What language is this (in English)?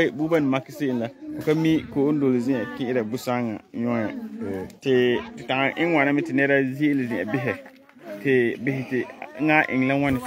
Frafra